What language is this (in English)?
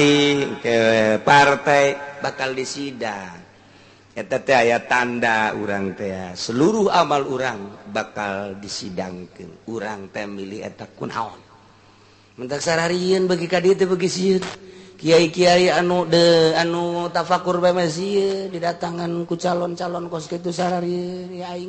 Sundanese